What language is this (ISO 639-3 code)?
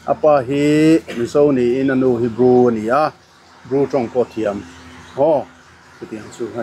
lus